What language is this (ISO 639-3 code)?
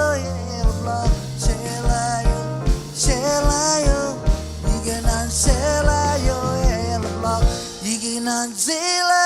mah